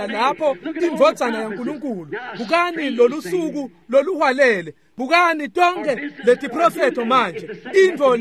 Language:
Swati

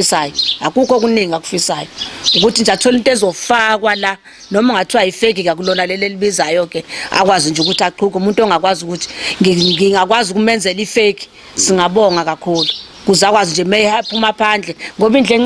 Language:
Zulu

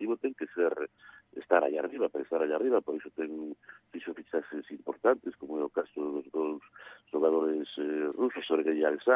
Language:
Galician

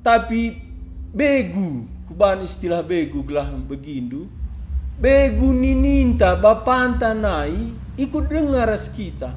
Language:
Batak Karo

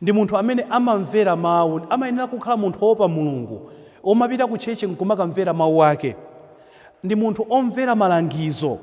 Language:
Nyanja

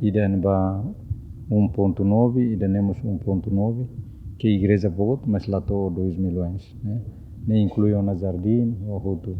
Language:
Tetum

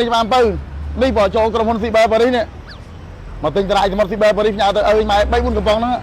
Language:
Khmer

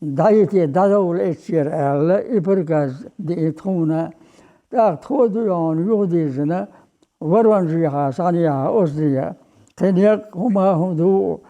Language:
Chechen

